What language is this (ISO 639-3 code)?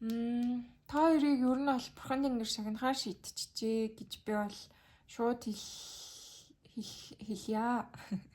mon